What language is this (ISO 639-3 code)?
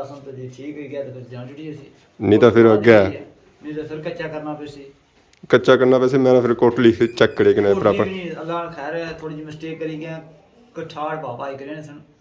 phr